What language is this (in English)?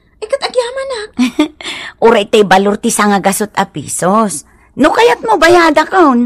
Iloko